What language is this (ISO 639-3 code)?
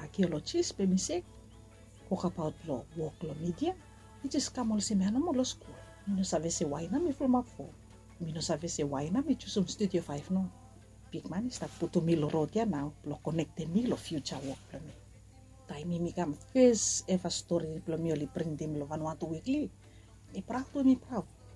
bis